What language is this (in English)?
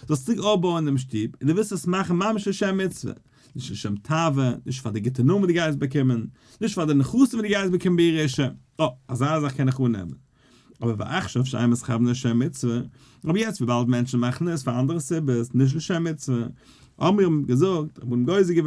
Yiddish